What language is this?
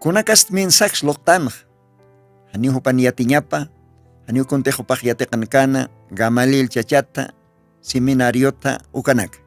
Aymara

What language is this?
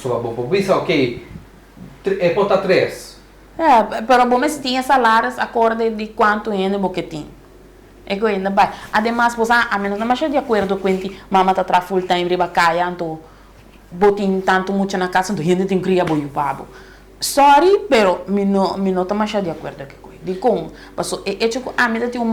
Papiamento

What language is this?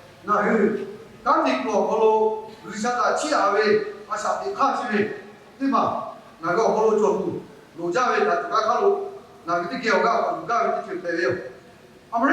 Lahu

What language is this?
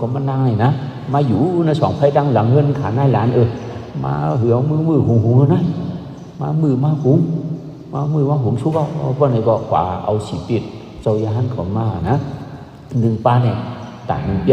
Shan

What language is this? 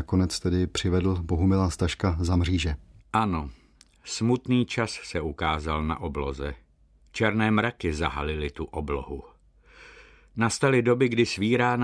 Czech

